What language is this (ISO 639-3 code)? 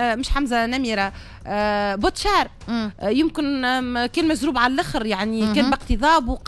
aeb